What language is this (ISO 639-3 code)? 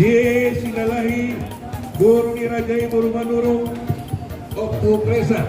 bbc